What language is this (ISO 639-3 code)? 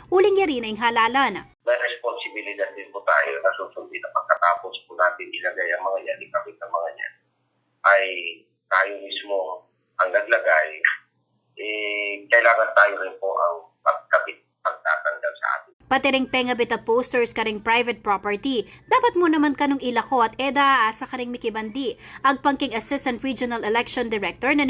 pam